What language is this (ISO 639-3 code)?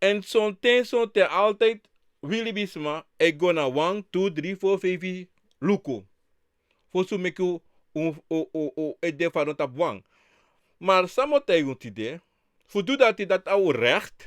srn